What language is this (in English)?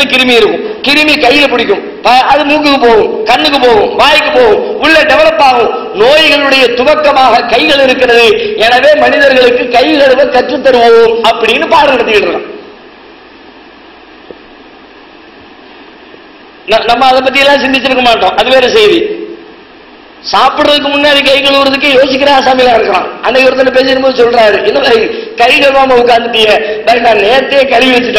Tamil